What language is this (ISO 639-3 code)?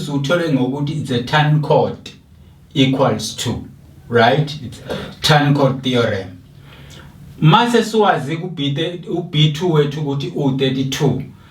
zul